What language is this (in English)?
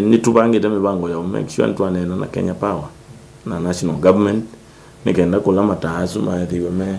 Kamba